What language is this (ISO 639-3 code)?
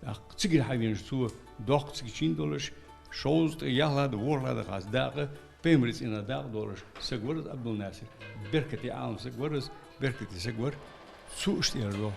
inh